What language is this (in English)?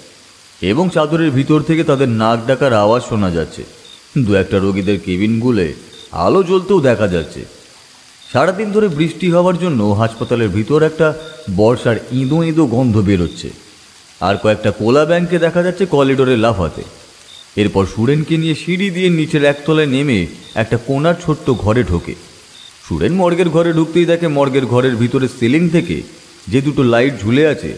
Bangla